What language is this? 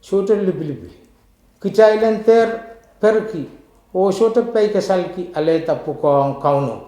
Pohnpeian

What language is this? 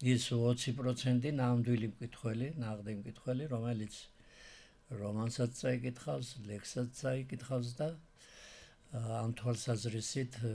Georgian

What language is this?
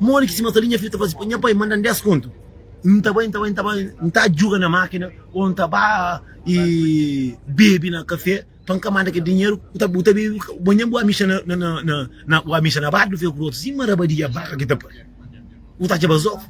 Kabuverdianu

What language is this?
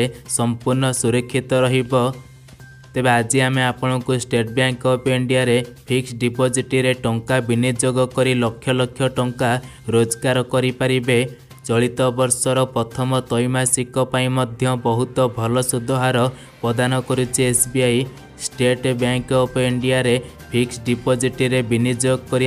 Odia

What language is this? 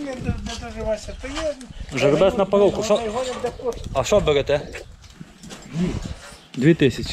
Ukrainian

